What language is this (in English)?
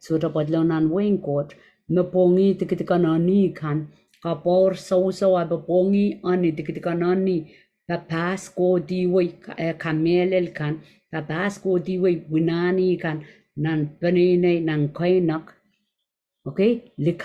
Pohnpeian